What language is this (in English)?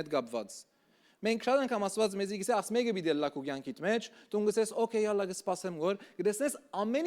Western Armenian